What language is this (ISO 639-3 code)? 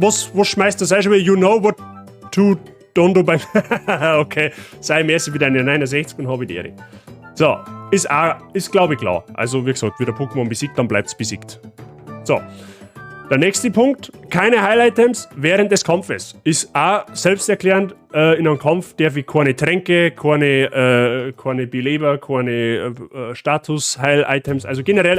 bar